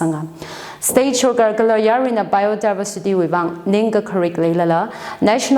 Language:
Tangkhul Naga (India)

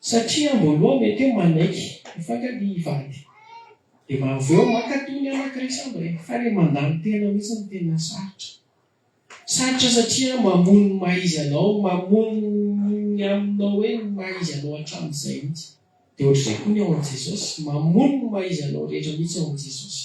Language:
Malagasy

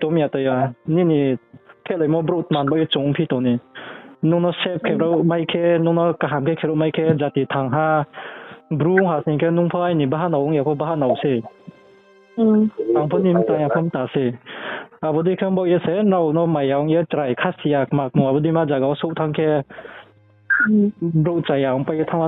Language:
Riang (India)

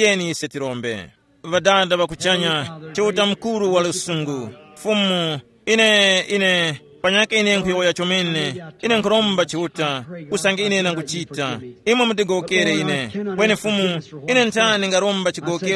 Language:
Tumbuka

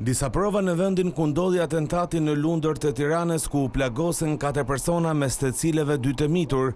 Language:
Albanian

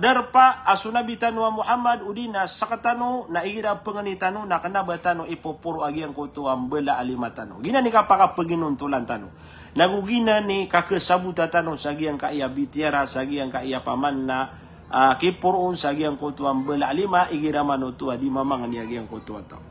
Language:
Maranao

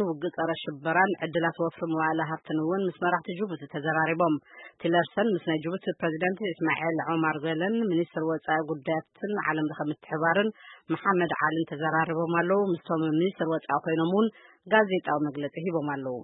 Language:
Tigrinya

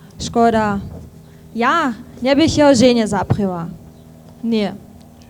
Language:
Upper Sorbian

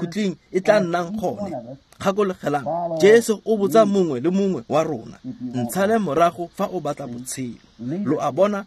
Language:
Tswana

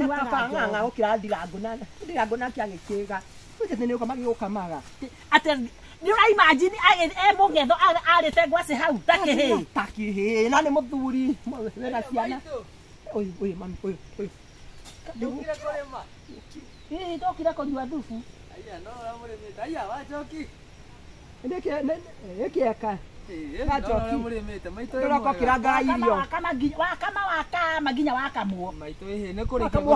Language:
Kikuyu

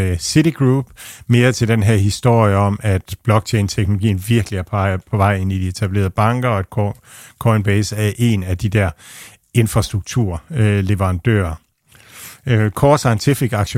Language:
Danish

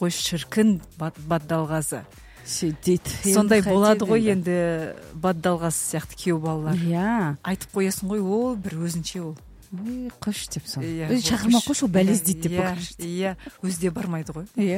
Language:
Kazakh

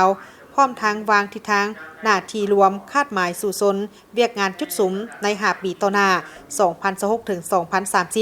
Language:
Lao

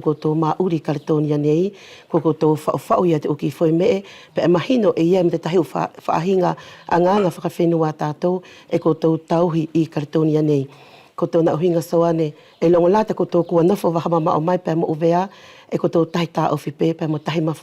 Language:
Wallisian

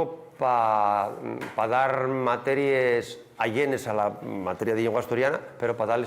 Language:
Asturian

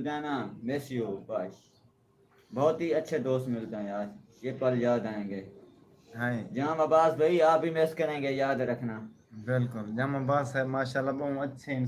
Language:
Saraiki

